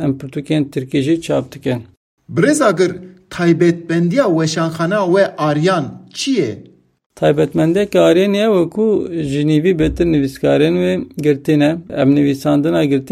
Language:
Kurdish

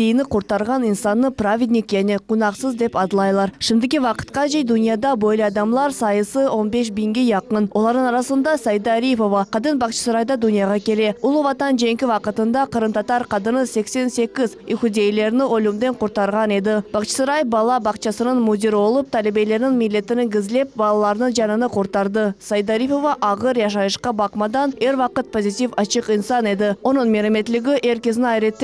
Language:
Crimean Tatar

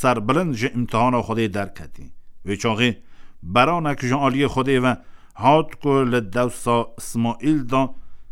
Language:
Kurdish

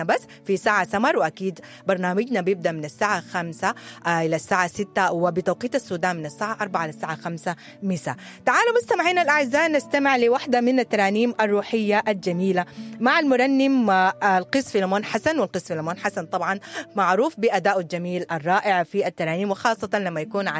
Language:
Sudanese Arabic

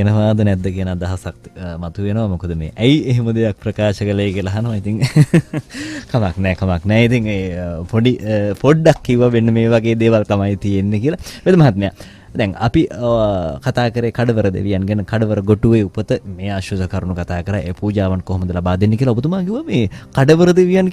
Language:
Sinhala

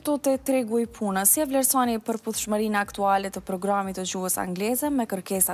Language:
Albanian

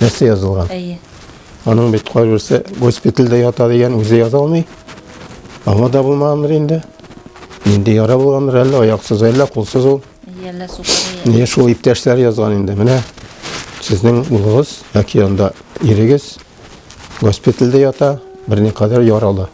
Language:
Tatar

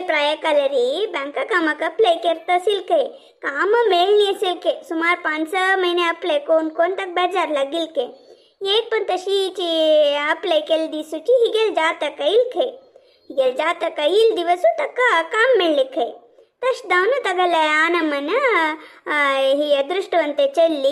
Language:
Konkani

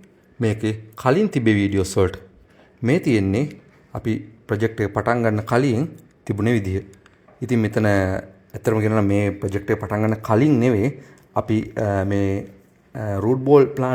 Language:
Sinhala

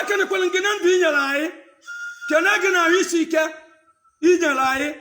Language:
Igbo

